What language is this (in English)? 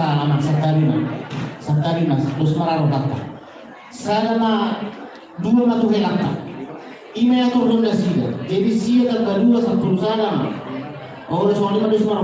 Batak Toba